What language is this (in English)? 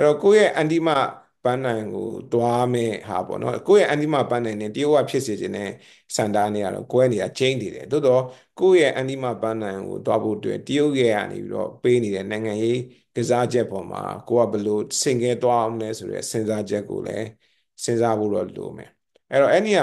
Burmese